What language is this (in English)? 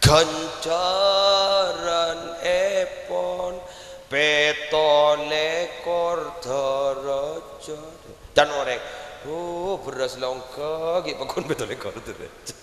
Madurese